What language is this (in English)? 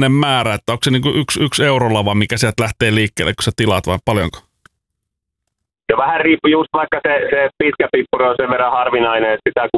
Finnish